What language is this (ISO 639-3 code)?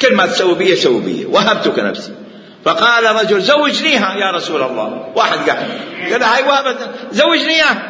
acm